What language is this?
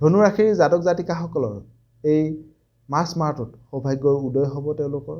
Assamese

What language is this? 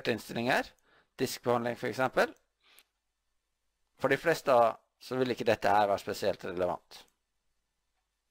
Norwegian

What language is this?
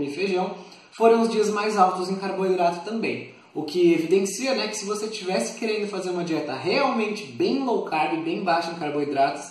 Portuguese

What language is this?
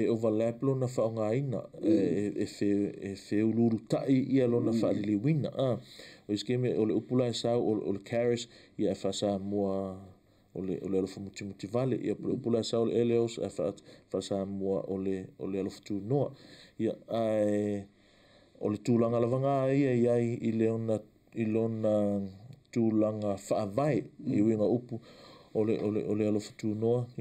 Samoan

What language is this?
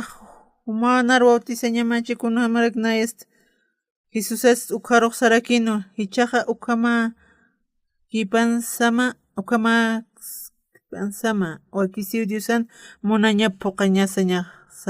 Aymara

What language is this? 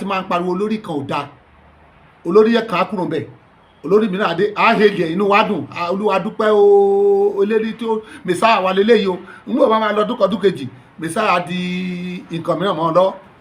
Yoruba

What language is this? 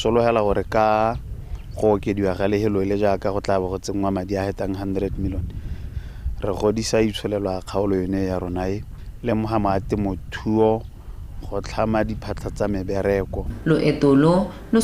Tswana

